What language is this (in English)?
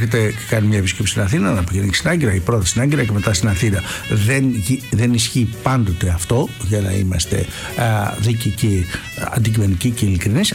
Greek